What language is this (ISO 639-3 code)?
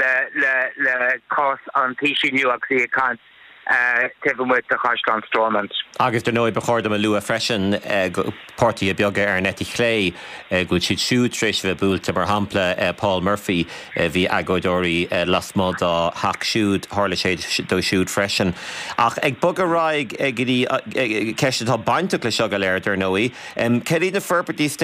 gle